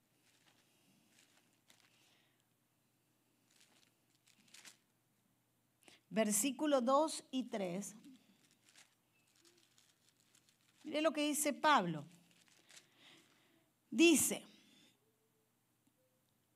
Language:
Spanish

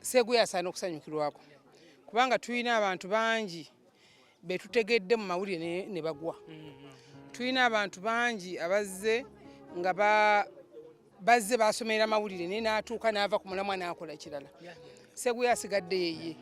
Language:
Ganda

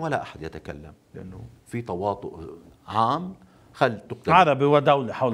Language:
North Levantine Arabic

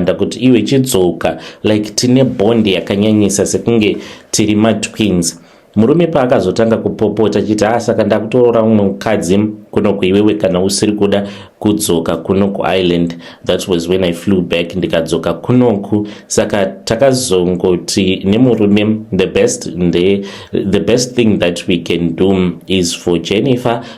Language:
Shona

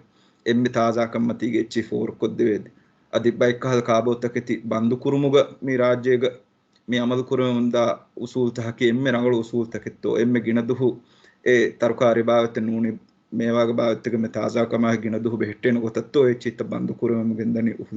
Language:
Divehi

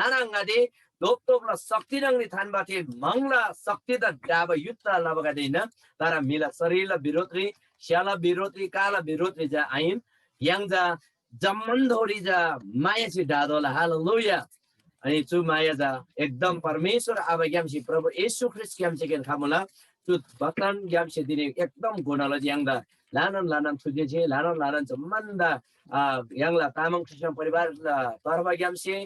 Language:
Eastern Tamang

